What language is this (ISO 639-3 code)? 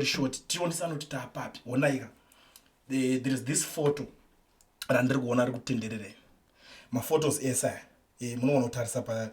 sna